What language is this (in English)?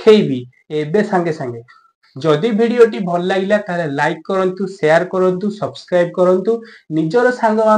Odia